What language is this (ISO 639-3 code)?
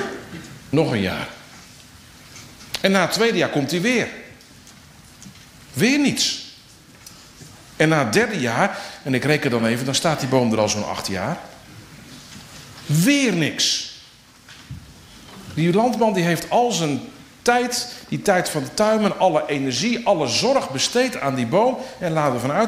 nld